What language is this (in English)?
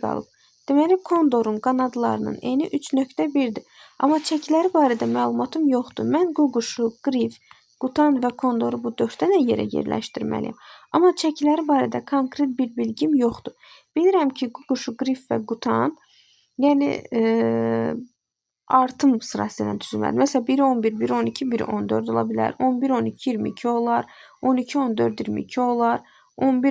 Azerbaijani